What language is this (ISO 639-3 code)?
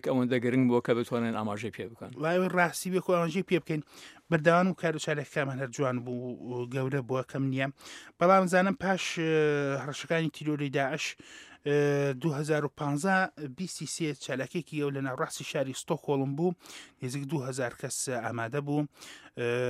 ckb